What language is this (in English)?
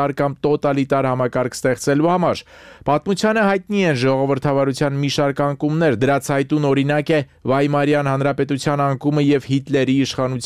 Armenian